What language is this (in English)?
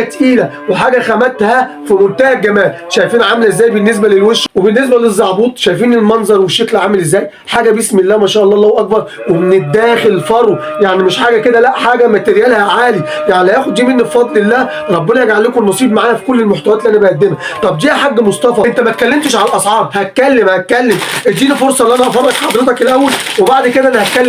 Egyptian Arabic